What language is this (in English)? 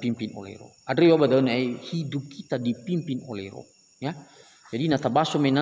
Nias